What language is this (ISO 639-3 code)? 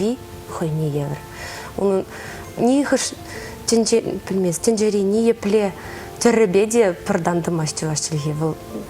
chv